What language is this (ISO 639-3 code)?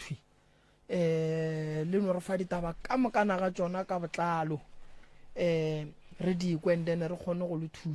nso